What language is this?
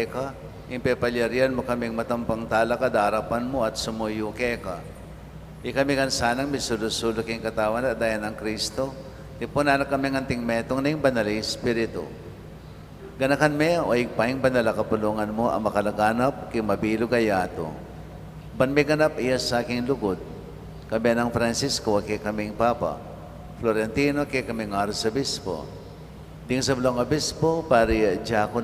Pampanga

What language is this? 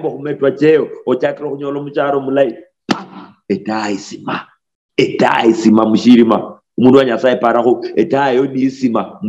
Luyia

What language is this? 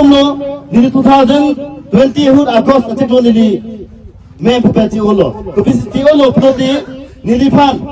Karbi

